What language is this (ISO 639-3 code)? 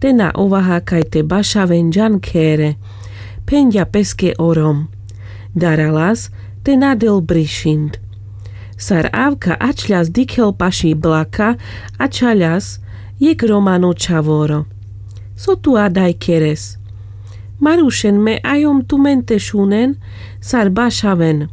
rmc